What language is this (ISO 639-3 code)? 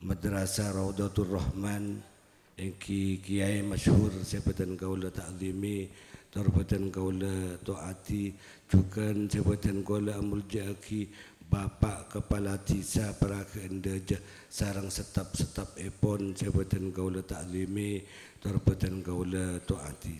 mad